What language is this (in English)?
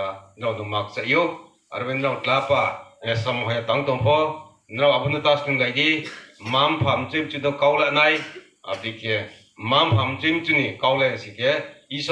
Riang (India)